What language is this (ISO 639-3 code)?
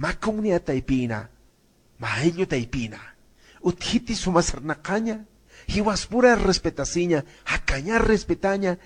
aym